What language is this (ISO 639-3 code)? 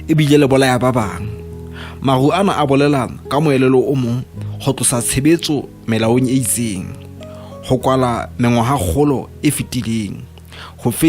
sot